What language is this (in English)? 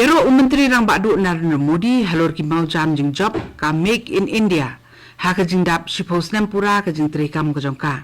Khasi